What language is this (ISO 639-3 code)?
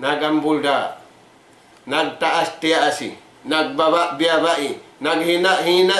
tsg